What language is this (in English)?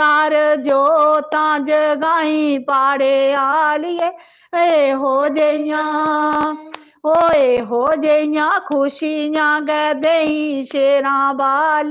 Dogri